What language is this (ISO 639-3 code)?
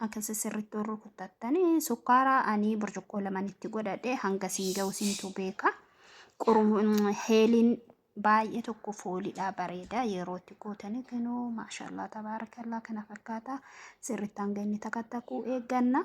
orm